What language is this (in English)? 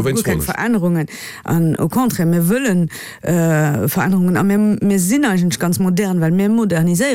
Luxembourgish